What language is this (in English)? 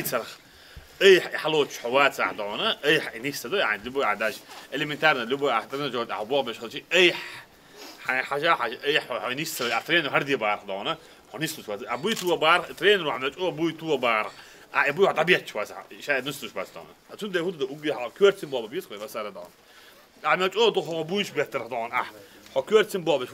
Chechen